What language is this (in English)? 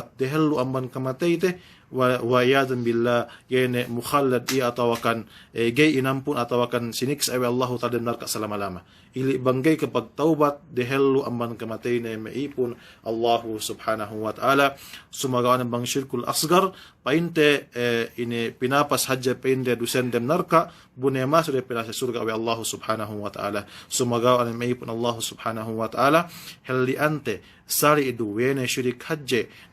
Yakan